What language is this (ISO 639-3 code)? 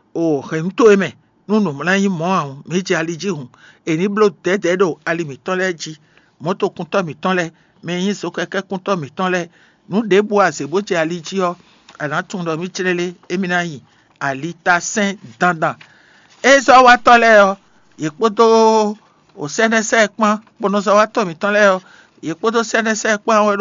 fon